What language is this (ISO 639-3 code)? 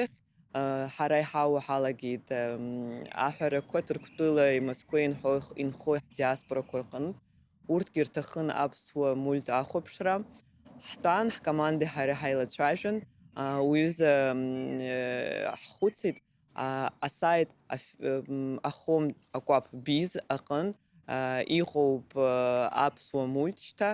abk